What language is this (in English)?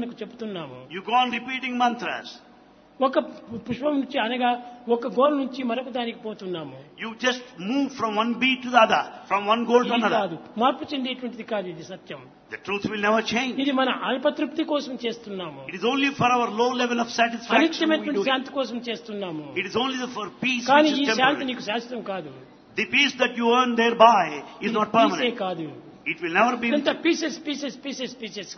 Telugu